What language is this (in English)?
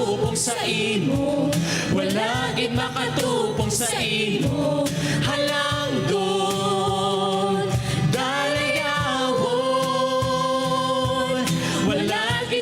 Hiligaynon